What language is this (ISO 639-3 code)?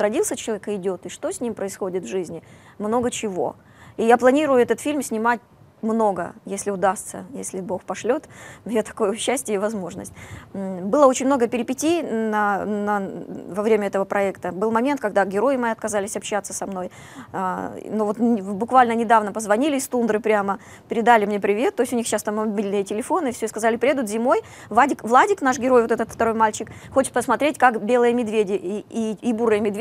rus